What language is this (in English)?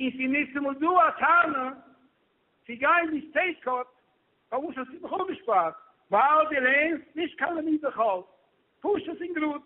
Yiddish